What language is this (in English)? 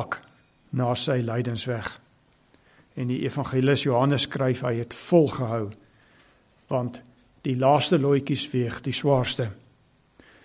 Afrikaans